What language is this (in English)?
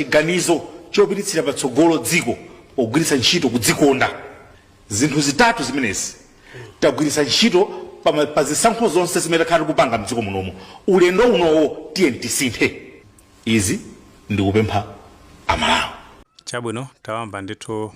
Nyanja